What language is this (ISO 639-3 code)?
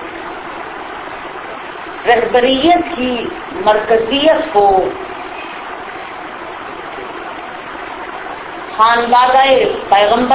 urd